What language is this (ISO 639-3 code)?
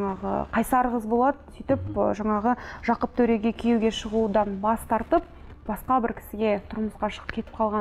kaz